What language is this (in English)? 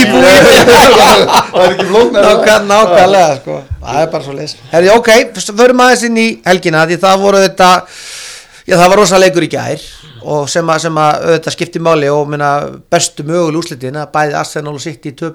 Icelandic